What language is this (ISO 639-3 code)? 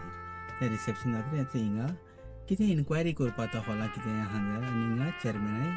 kok